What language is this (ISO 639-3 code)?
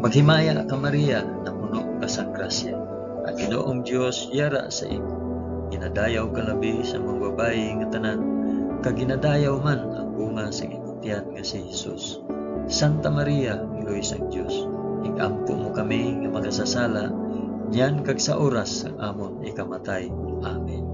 hil